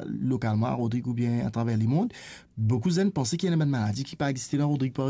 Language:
Morisyen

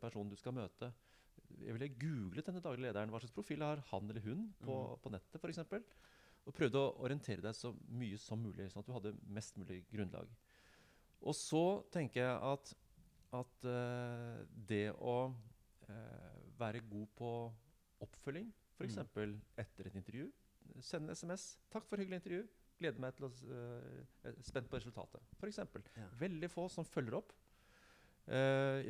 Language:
Norwegian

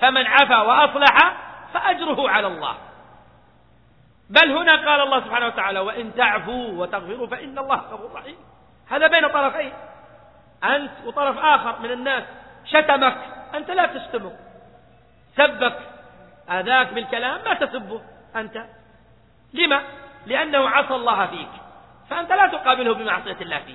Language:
Arabic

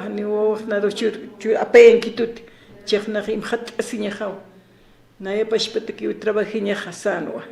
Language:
Aymara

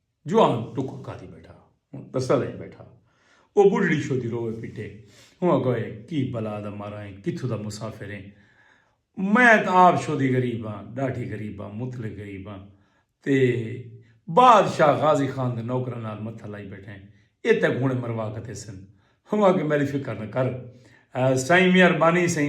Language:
Saraiki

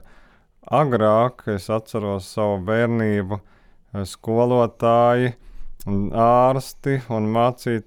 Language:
Latvian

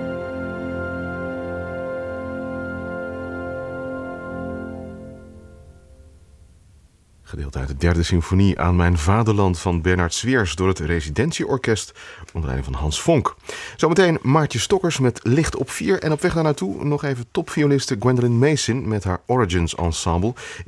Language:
Dutch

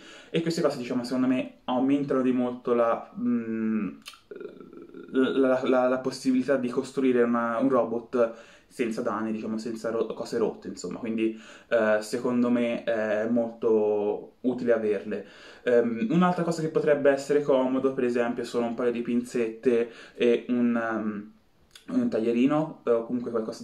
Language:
Italian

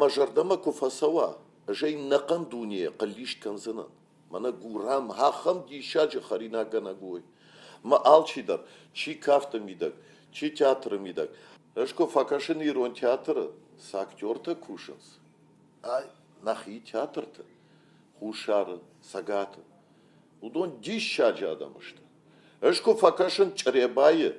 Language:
Ossetic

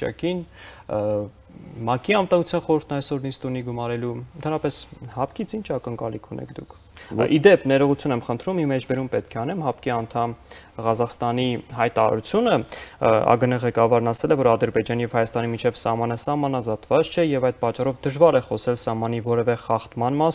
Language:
Armenian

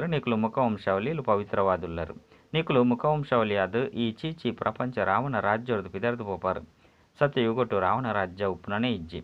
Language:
Tulu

